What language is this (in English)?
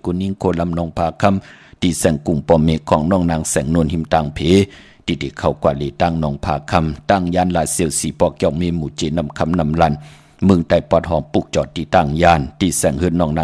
Shan